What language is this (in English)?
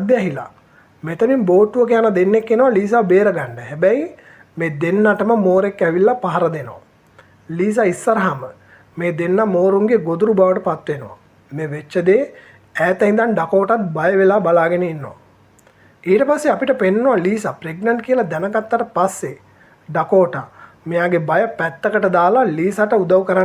Sinhala